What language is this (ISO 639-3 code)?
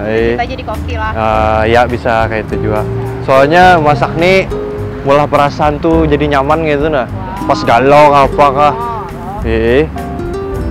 bjn